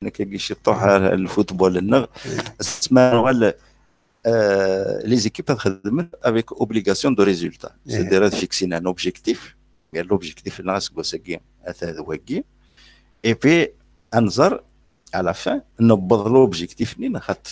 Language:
Kabyle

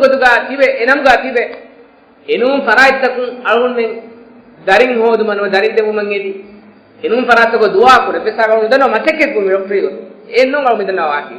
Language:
Divehi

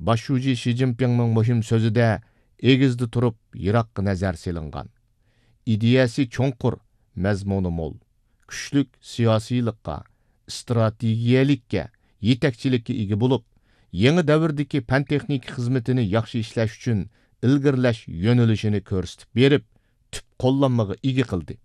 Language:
Uyghur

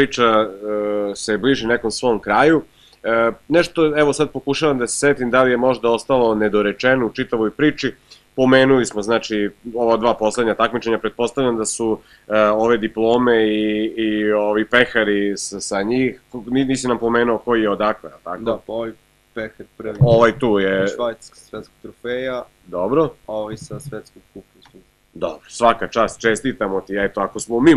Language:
Serbian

